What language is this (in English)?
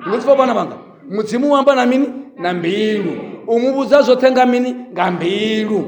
Venda